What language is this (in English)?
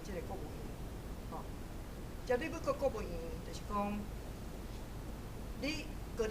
Min Nan Chinese